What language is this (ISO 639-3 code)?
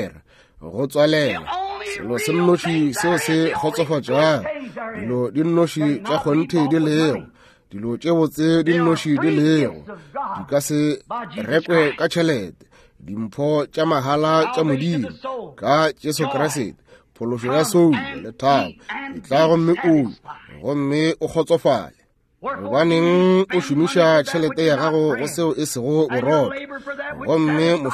nso